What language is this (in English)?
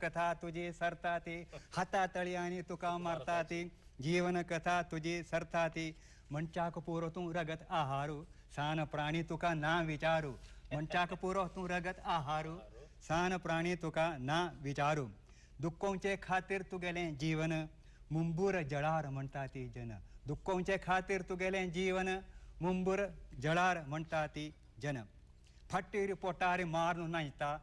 Konkani